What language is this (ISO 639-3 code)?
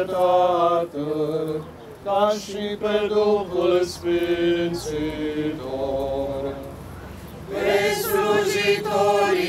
ron